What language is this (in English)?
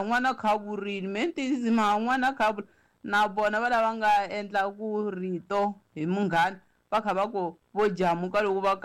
Tsonga